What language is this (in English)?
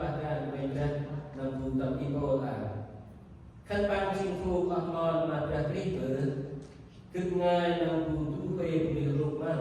Central Mnong